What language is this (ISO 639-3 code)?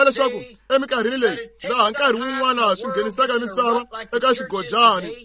tso